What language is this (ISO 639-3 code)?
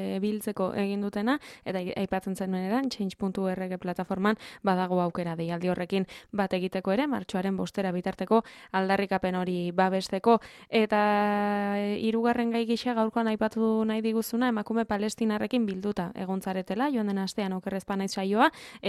eus